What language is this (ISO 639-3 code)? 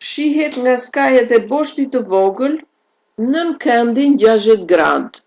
sqi